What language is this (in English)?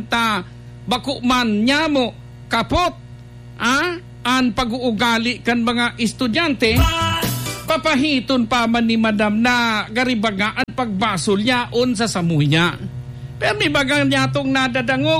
Bikol